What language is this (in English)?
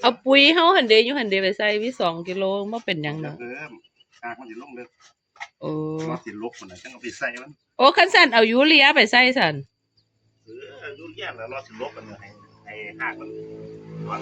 Northeastern Thai